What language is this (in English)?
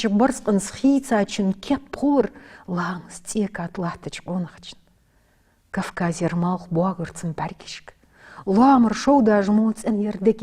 Ingush